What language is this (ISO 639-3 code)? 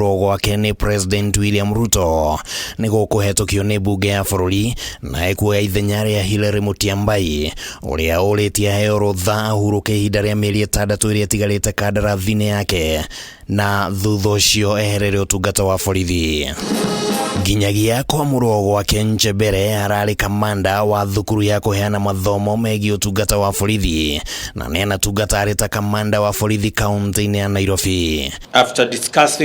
kik